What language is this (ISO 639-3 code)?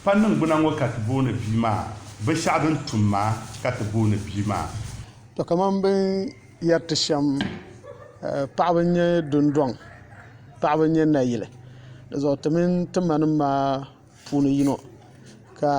dag